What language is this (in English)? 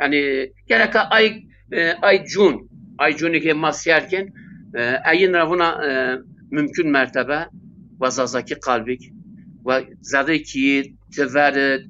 Zaza